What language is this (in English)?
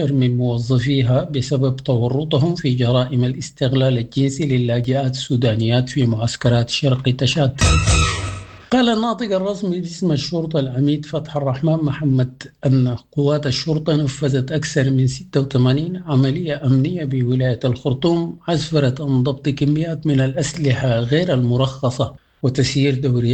Sudanese Arabic